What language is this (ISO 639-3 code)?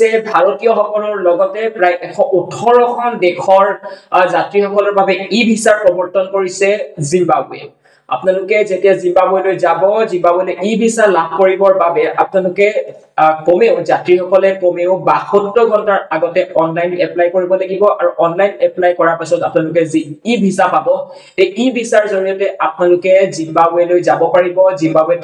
asm